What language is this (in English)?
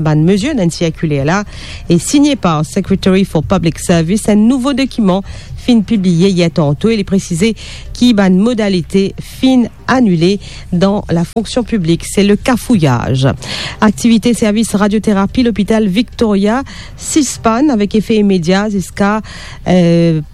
Morisyen